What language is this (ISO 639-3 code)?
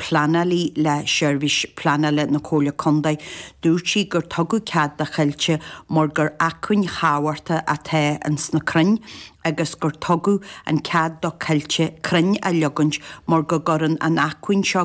gle